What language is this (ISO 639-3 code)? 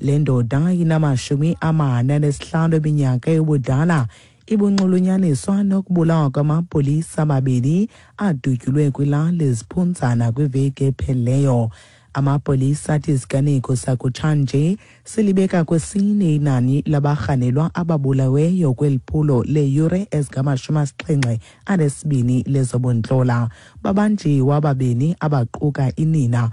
xho